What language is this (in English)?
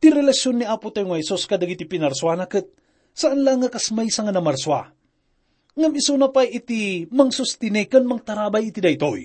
Iloko